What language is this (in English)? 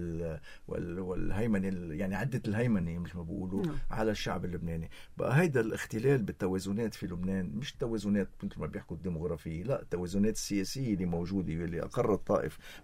North Levantine Arabic